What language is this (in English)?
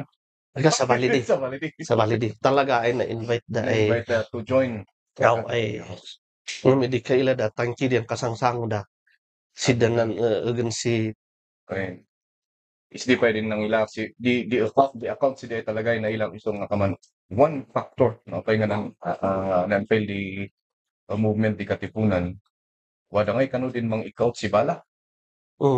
Kankanaey